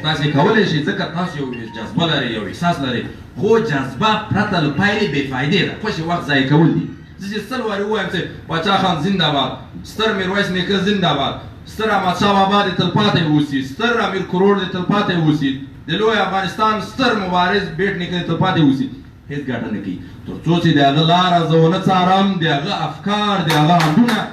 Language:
Pashto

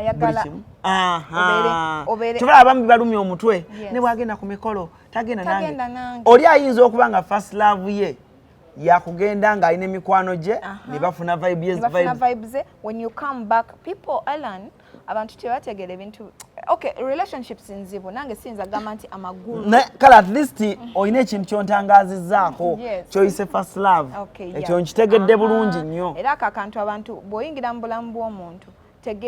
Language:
Ganda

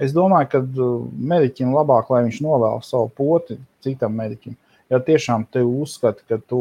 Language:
Latvian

